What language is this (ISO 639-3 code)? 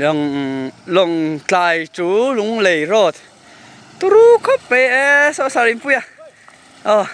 lus